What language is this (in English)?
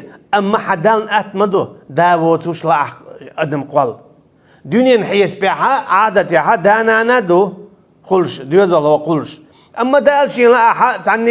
Chechen